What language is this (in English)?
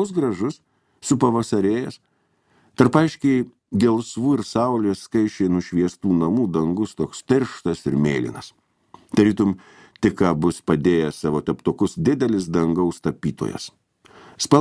Lithuanian